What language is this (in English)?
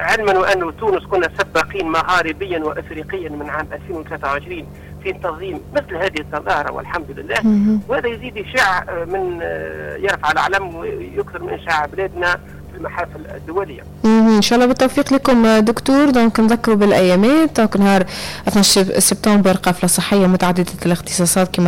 Tunisian Arabic